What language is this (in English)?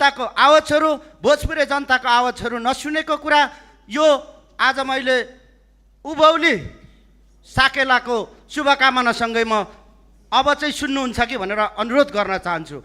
Nepali